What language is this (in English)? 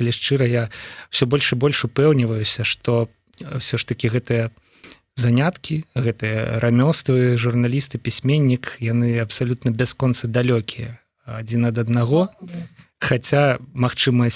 Belarusian